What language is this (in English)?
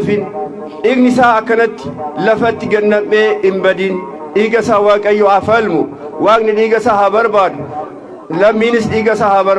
Oromo